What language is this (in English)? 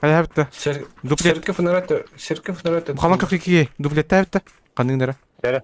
Yakut